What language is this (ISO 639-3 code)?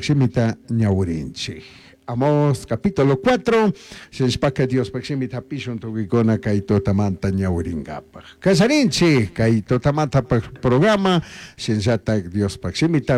qug